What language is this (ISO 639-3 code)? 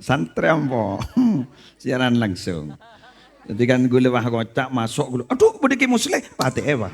mad